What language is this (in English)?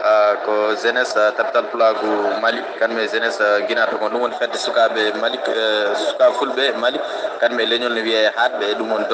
Fula